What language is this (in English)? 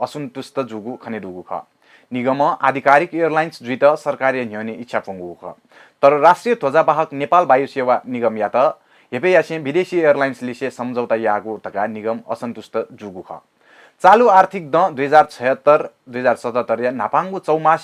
Newari